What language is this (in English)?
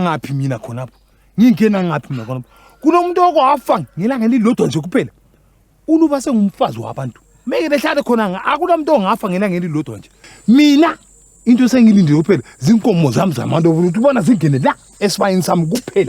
North Ndebele